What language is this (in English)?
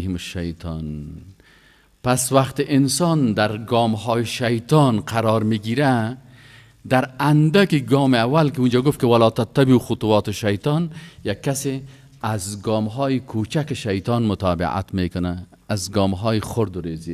Persian